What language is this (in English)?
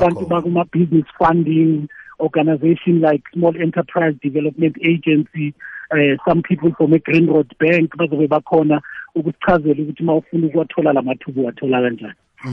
South Ndebele